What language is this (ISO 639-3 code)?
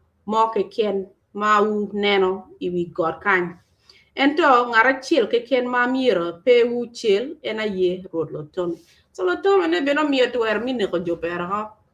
ach